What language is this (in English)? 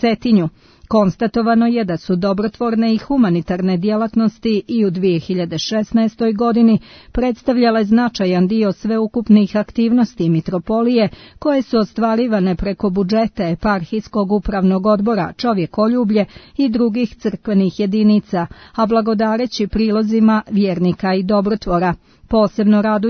Serbian